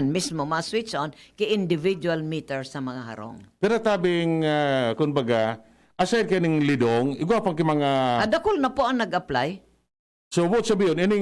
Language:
Bikol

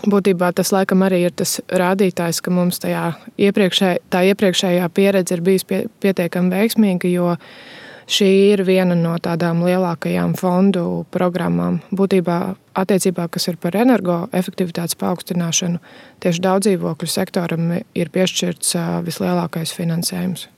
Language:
Latvian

